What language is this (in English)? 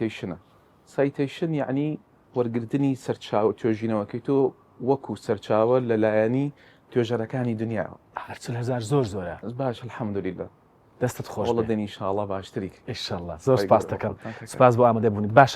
Central Kurdish